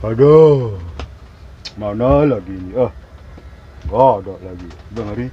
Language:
Betawi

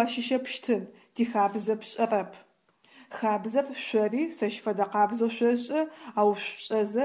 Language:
Adyghe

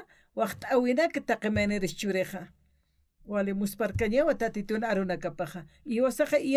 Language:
Aymara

